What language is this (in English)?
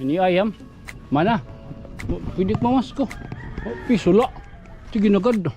Waray